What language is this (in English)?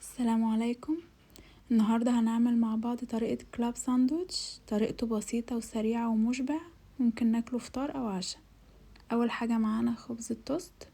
Egyptian Arabic